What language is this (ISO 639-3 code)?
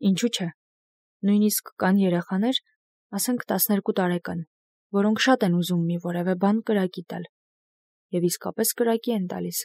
hye